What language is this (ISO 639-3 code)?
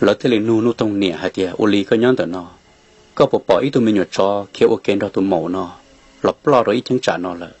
hmn